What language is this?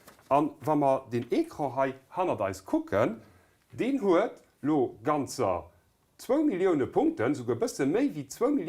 Luxembourgish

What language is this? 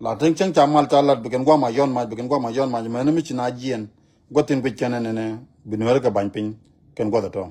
Nuer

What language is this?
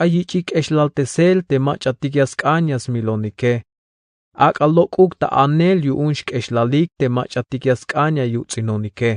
Tzeltal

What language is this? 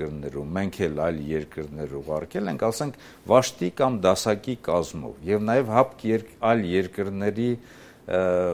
Armenian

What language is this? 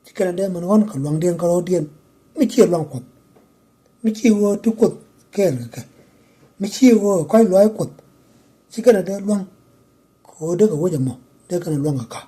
Nuer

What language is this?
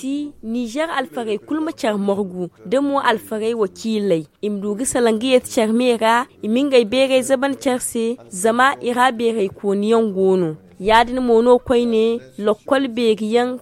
Zarma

